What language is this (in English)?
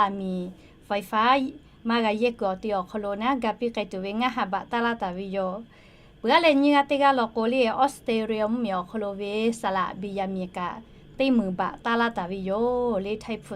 Lahu